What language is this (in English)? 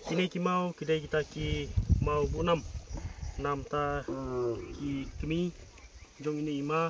Khasi